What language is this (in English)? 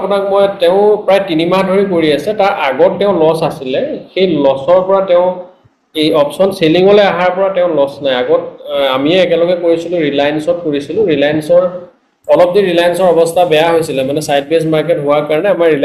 Assamese